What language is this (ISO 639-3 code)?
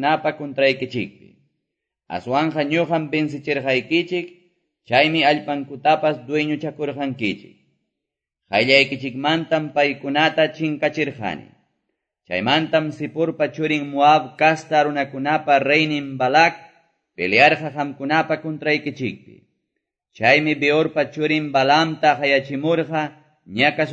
que